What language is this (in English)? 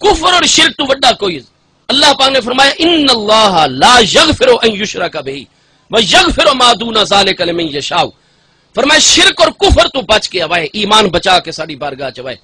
Saraiki